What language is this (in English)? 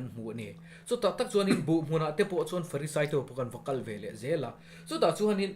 Mizo